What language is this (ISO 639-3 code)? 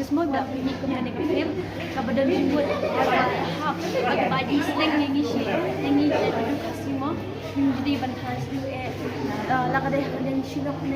kha